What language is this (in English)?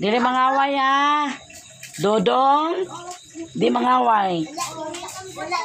Cebuano